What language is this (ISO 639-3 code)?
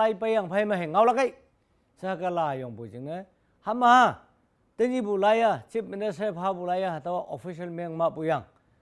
nbe